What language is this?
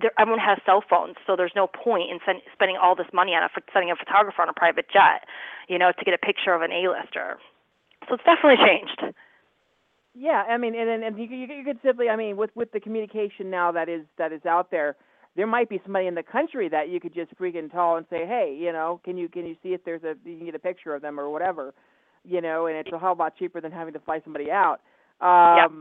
English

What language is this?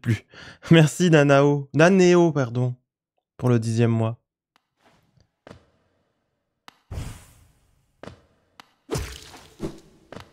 French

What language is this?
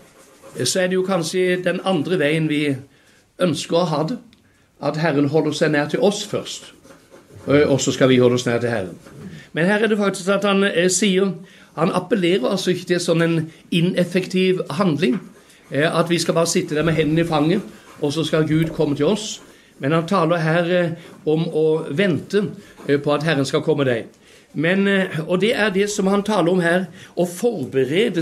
Norwegian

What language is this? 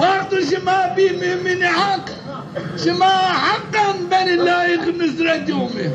Zaza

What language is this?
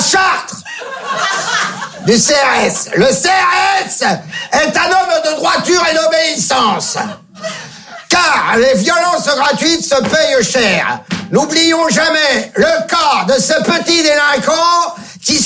French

